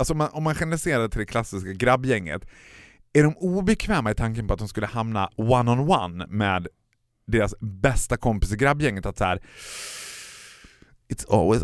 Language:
Swedish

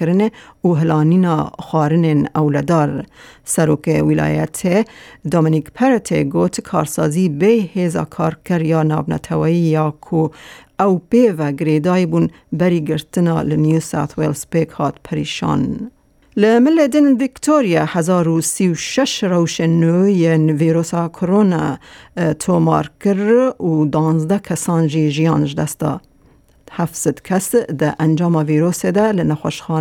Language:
Kurdish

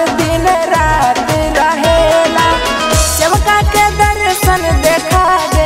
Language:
Bhojpuri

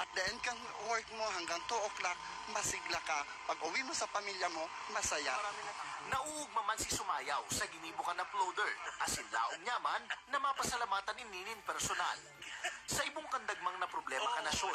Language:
Bikol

